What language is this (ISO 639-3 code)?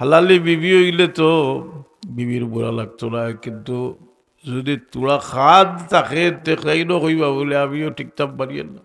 syl